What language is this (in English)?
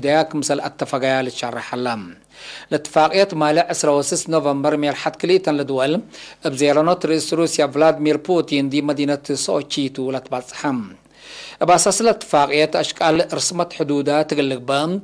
Tigre